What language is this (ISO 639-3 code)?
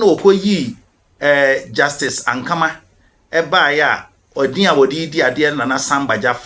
aka